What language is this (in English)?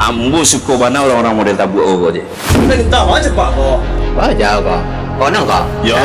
Minangkabau